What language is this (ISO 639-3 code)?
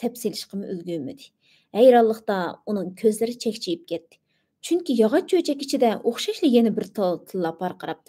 uig